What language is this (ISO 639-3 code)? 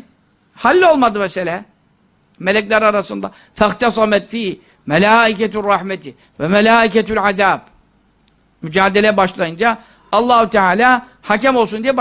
tur